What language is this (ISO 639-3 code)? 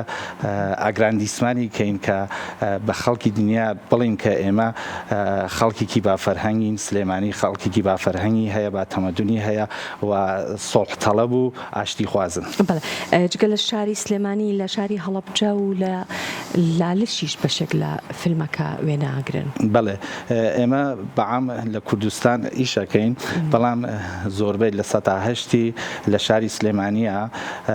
ckb